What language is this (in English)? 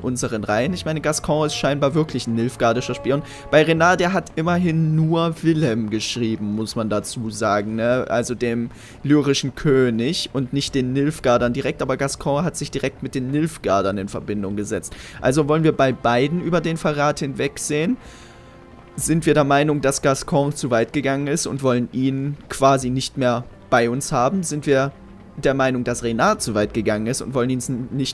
German